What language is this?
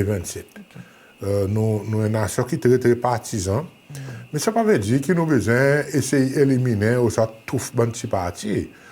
Seselwa Creole French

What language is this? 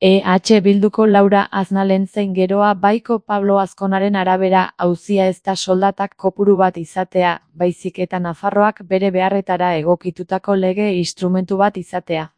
Basque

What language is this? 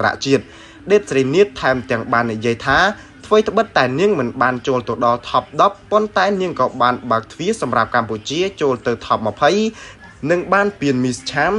Khmer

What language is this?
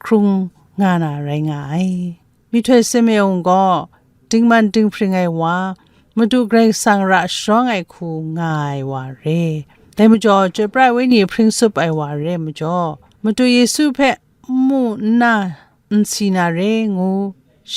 Kachin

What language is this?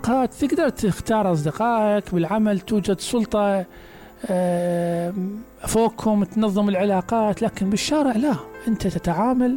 Mesopotamian Arabic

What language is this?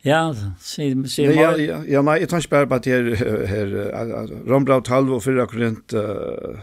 Faroese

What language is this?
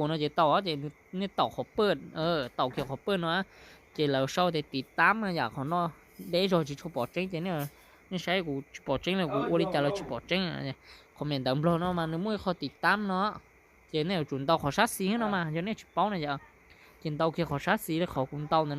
Hmong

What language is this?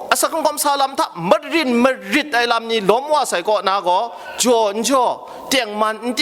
Kachin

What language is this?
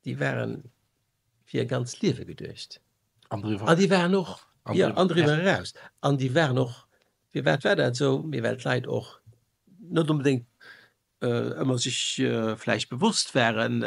Luxembourgish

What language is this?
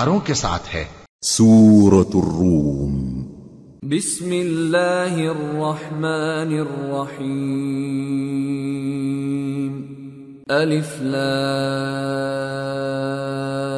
Urdu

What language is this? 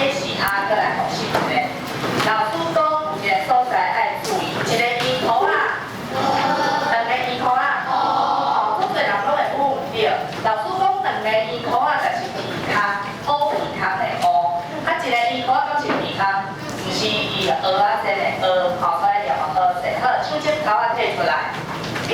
Min Nan Chinese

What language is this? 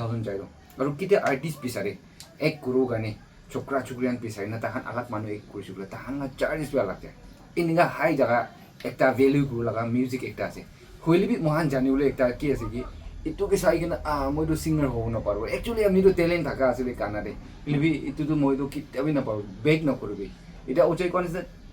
Naga Pidgin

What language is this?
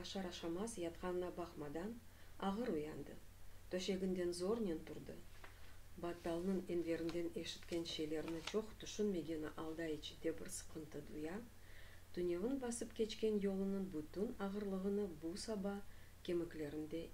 Crimean Tatar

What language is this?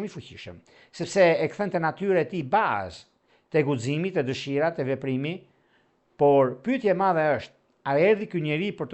Albanian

